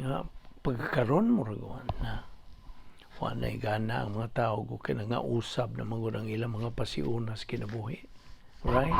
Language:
Cebuano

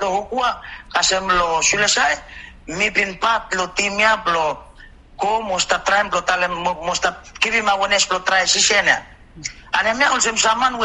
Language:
Bislama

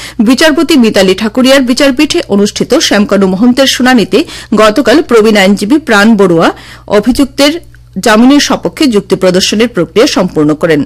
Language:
Bangla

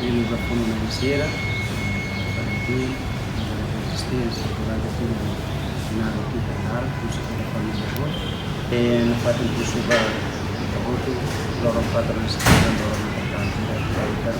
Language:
Tetum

